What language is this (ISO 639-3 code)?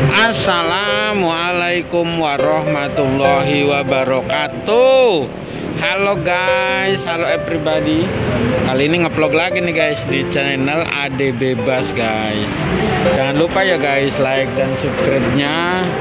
ind